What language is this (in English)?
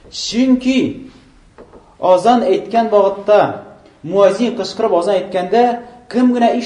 Tatar